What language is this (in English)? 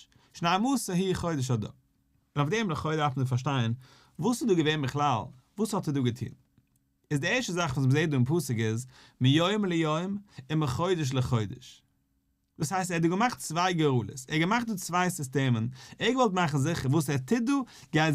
Yiddish